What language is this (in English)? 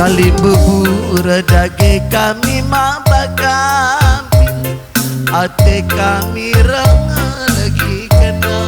Batak Karo